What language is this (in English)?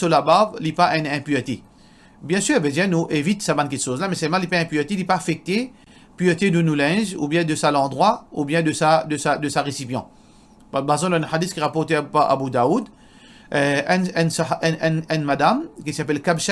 Morisyen